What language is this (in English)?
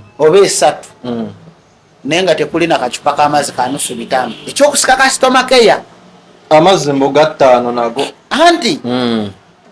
Ganda